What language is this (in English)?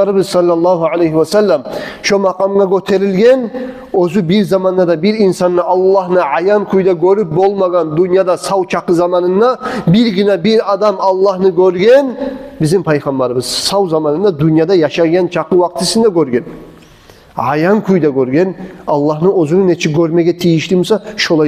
Kumyk